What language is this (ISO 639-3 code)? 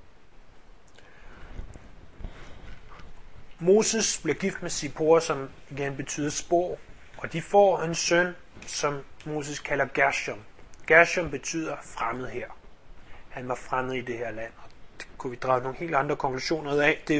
dan